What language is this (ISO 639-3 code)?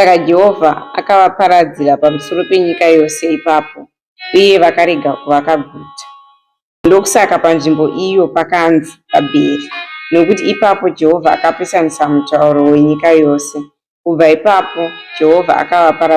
sna